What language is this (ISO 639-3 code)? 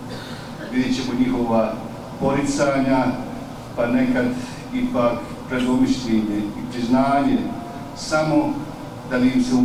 bos